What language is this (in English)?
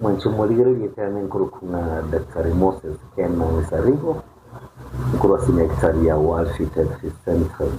Gusii